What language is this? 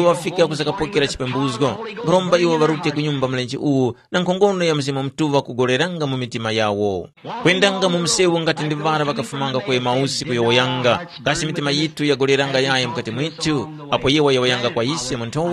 Tumbuka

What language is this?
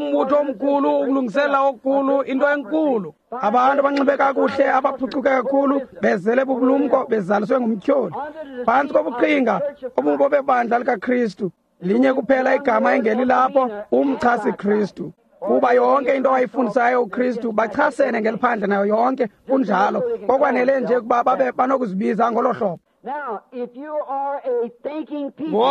Xhosa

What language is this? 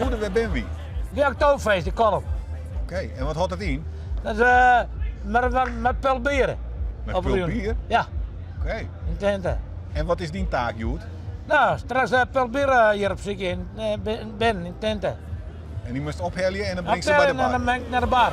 Western Frisian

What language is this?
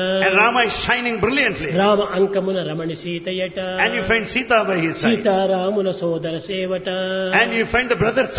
Telugu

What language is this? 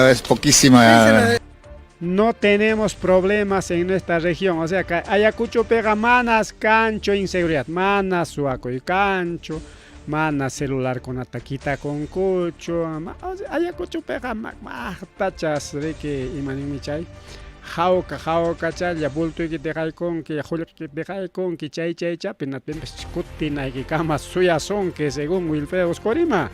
Ayacucho Quechua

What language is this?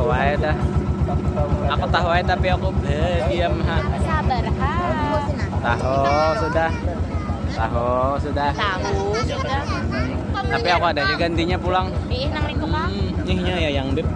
Banjar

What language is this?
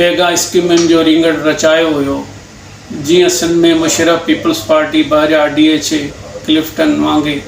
Sindhi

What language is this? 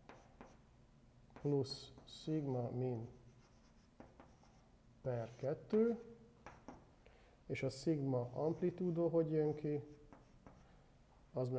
Hungarian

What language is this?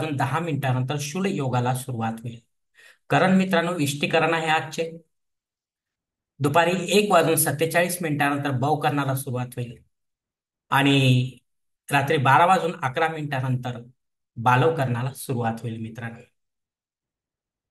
Marathi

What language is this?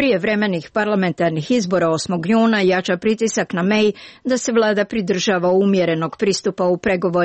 Serbian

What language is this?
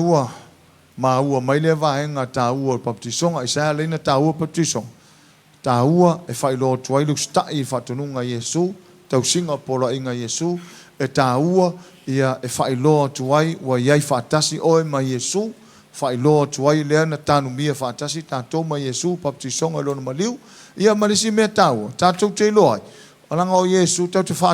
Samoan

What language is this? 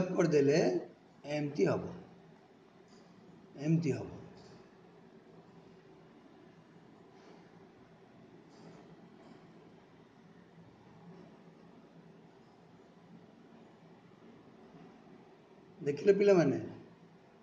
Odia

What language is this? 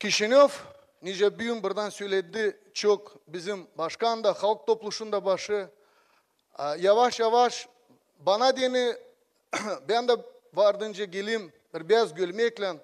Gagauz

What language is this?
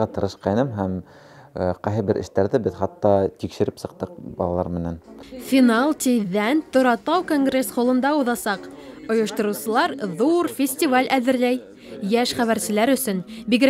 Bashkir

